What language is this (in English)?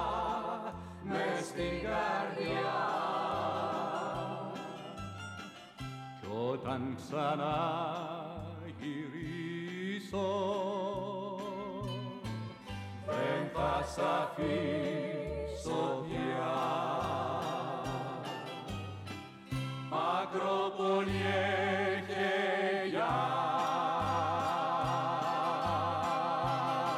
Greek